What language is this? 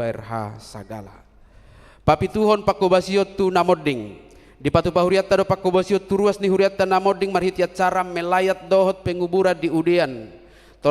Batak Toba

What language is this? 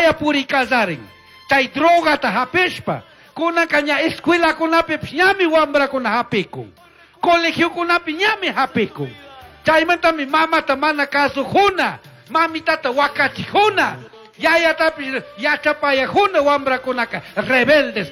Chimborazo Highland Quichua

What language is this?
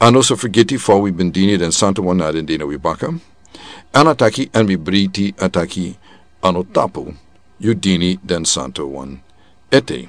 Sranan Tongo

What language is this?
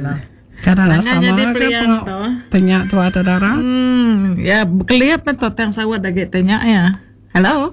Iban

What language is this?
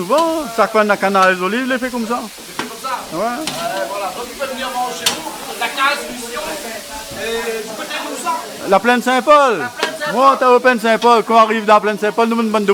Réunion Creole French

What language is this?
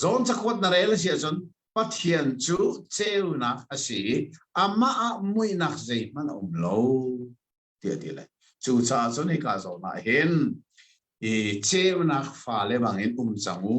Hakha Chin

